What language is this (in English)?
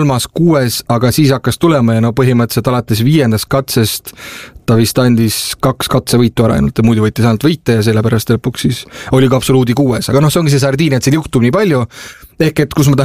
Estonian